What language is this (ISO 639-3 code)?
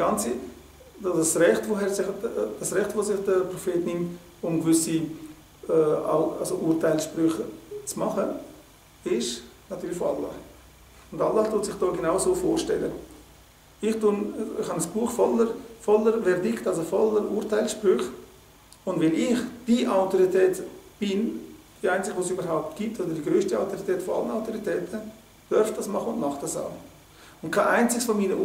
gsw